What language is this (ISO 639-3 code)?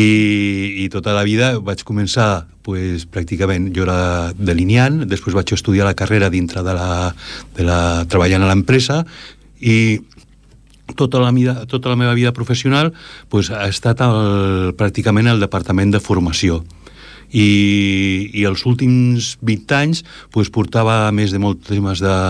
cat